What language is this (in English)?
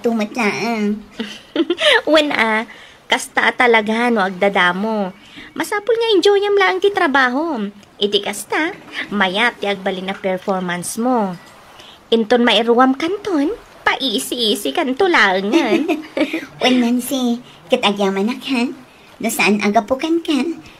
Iloko